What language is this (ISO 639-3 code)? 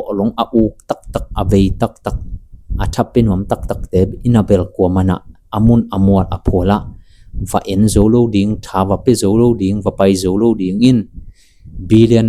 ctd